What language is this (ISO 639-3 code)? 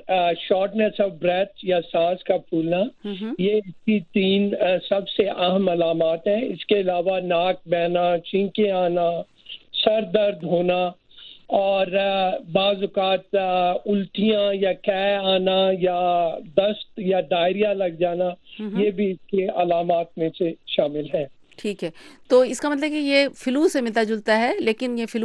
urd